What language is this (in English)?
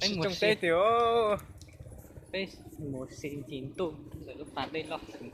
Hmong